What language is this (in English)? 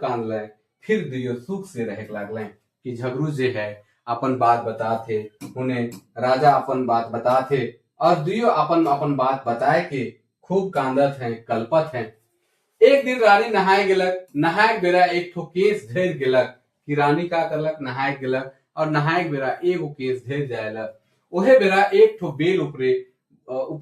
Sadri